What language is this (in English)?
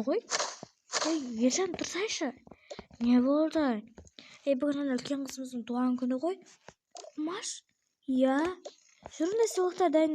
Kazakh